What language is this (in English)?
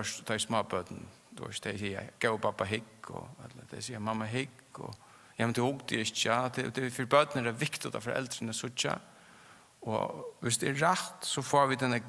Faroese